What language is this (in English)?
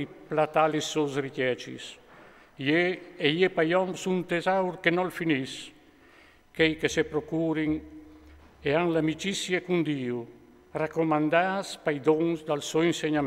Friulian